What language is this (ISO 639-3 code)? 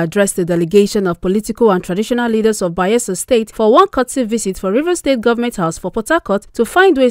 pcm